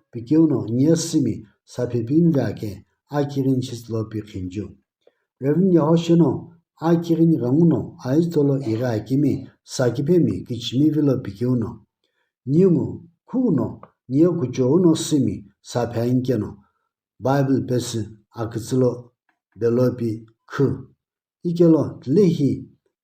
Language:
Sumi Naga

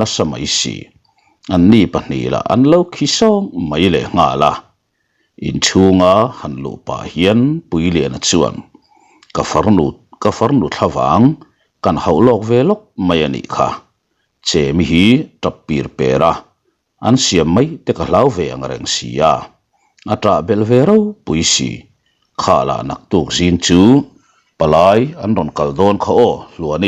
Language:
Mizo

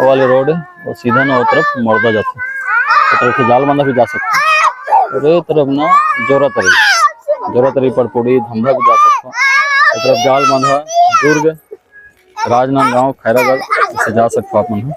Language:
Chhattisgarhi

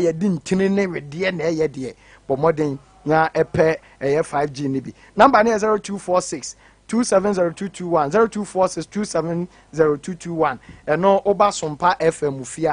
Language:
Akan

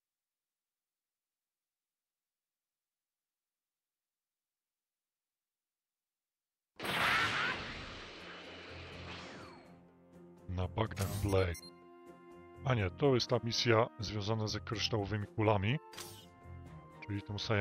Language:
Polish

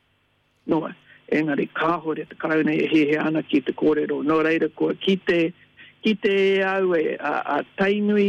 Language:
Māori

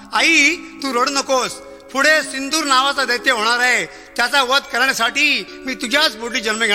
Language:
Marathi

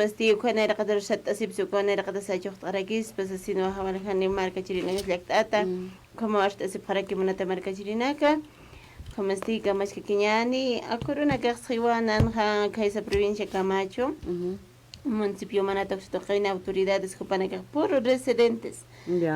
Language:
Aymara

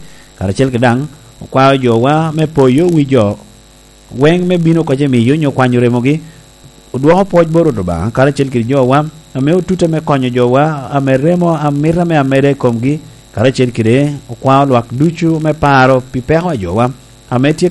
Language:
Lango (Uganda)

